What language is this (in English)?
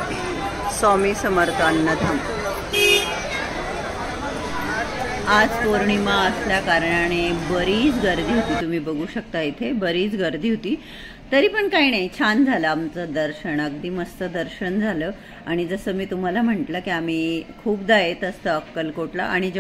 Marathi